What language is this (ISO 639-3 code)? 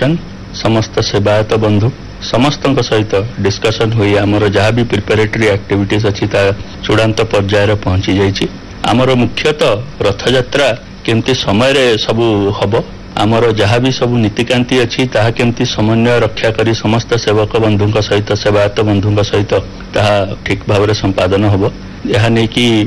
ori